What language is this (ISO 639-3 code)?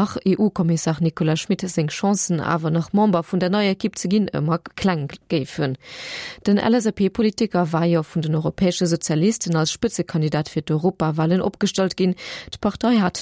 ltz